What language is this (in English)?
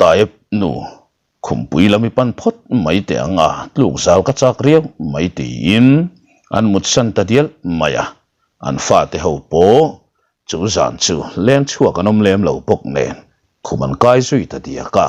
Mizo